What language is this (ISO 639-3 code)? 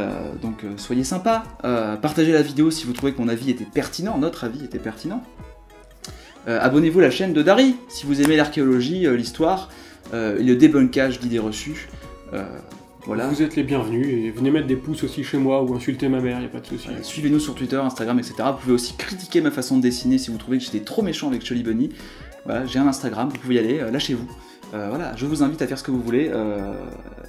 fra